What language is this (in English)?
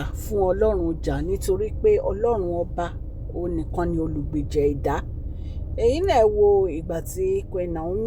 Yoruba